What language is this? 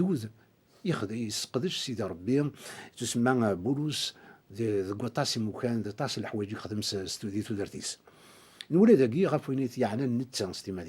Kabyle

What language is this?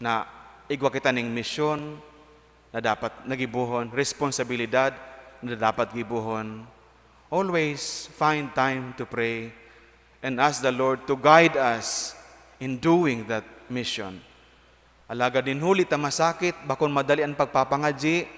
Bikol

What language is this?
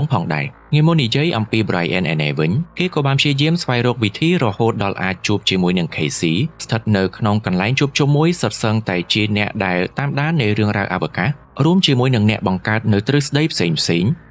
Khmer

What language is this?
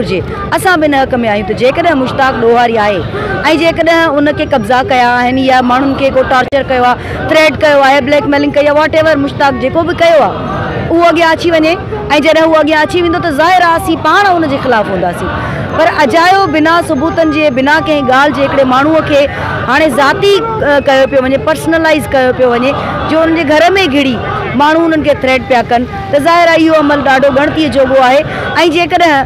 Sindhi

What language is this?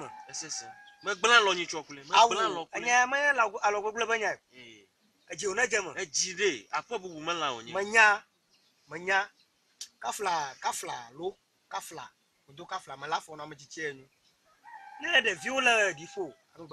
Ewe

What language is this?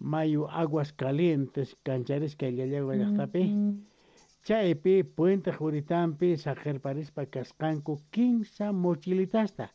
South Bolivian Quechua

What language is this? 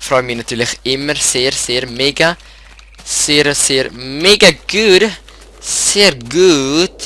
Swiss German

